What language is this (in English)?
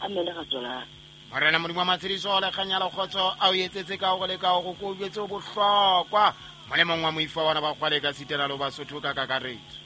Southern Sotho